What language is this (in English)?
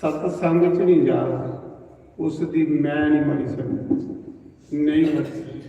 Dogri